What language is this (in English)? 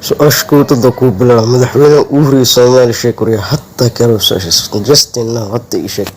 Somali